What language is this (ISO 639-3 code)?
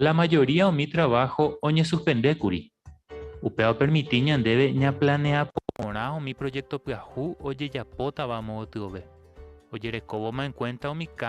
grn